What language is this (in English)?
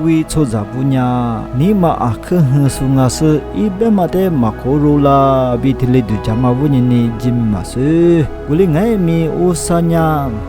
Lisu